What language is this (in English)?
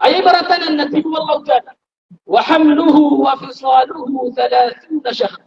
Maranao